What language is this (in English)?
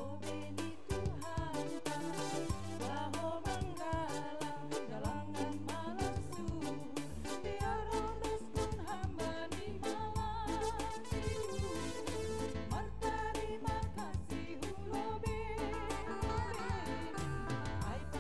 Batak Simalungun